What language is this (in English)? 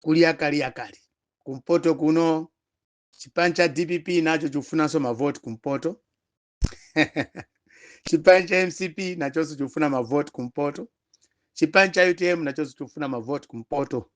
Nyanja